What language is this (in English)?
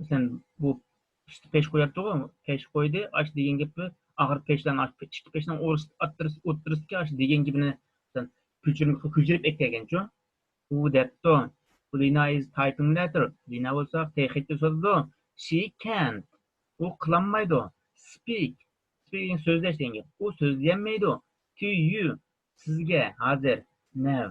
Uyghur